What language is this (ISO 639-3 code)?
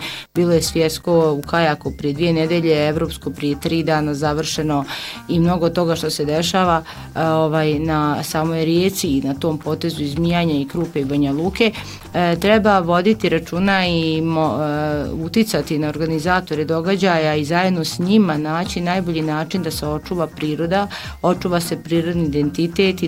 bos